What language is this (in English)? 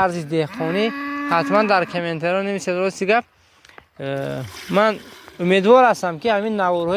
Tajik